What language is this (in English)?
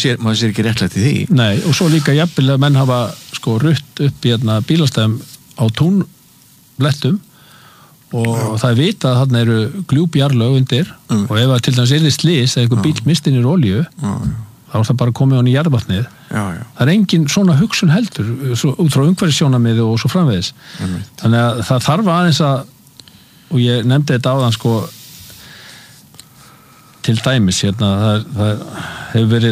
Icelandic